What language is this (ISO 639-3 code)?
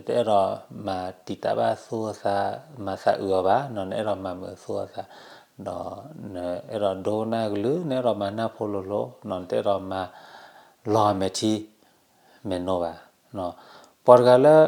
ksw